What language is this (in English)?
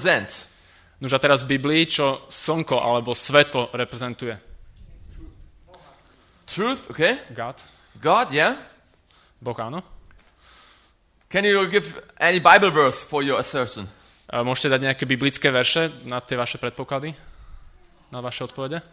Slovak